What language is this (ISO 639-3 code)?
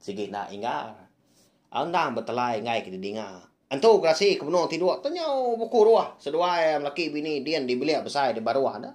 iba